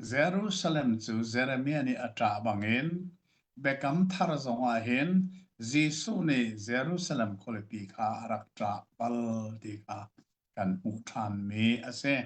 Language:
Hakha Chin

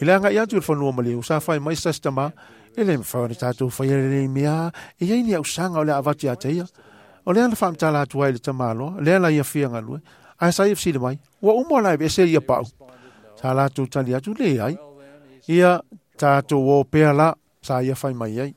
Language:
Samoan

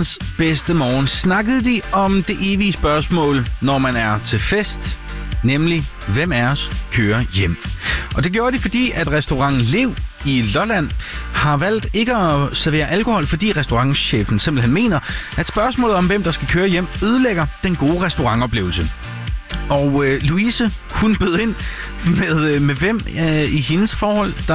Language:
Danish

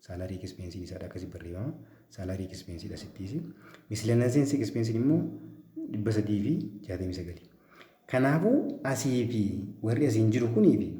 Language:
Oromo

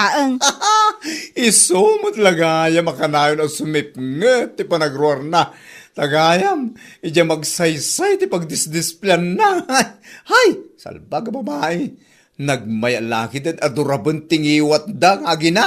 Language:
Iloko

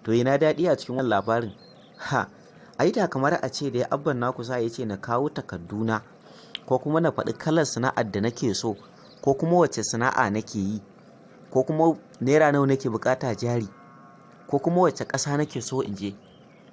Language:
Hausa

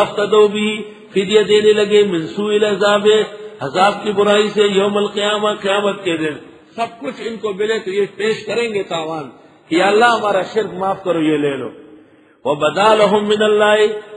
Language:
Urdu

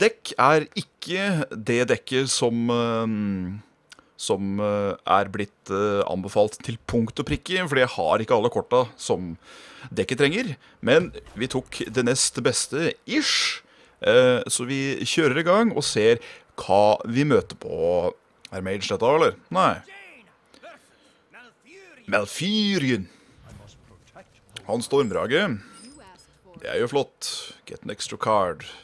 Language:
Norwegian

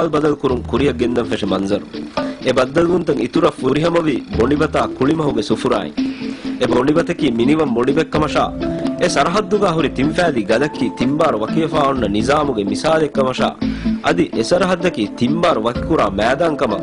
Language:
Divehi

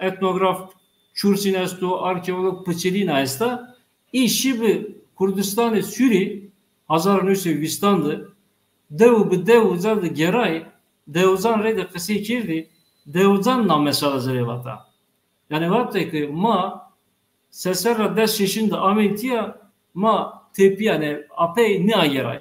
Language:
Zaza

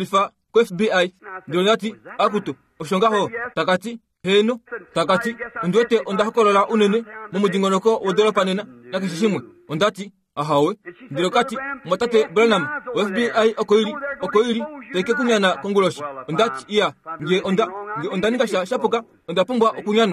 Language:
Kuanyama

